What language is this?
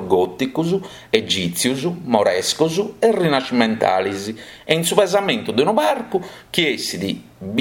Sardinian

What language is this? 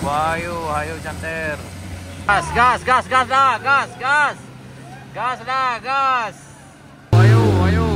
Minangkabau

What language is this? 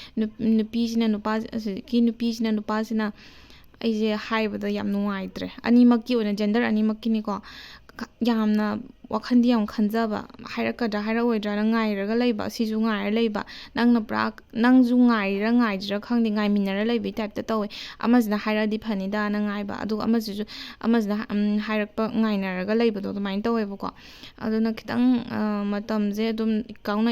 Manipuri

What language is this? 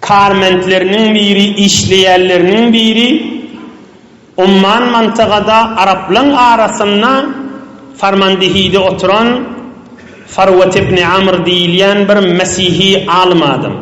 Turkmen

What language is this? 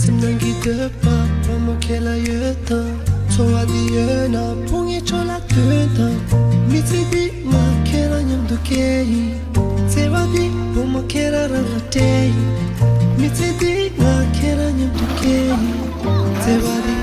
Tibetan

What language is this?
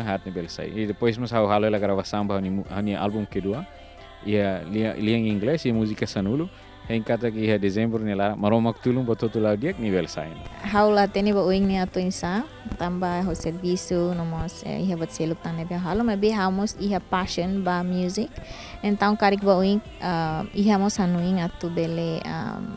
Tetum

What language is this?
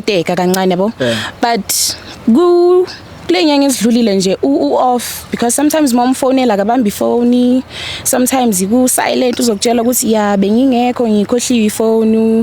Zulu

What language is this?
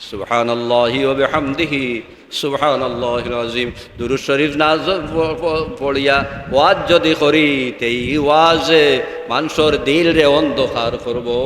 Sylheti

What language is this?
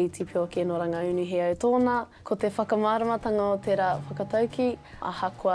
Māori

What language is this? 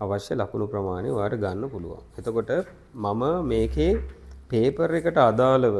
Sinhala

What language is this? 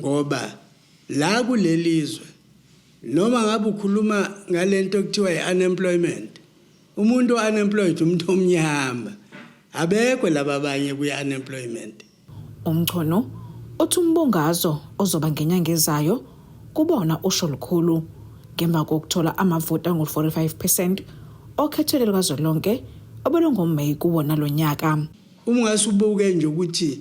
Zulu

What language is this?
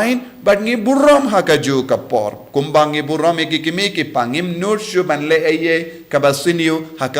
Khasi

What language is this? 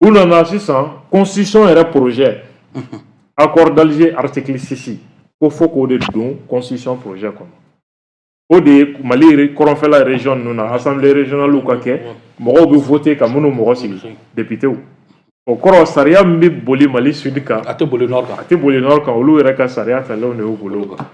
Bambara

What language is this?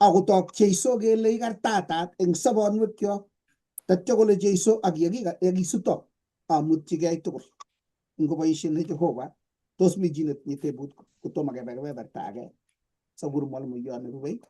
Kalenjin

